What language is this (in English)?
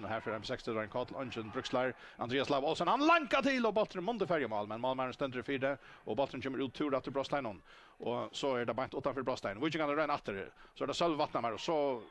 Faroese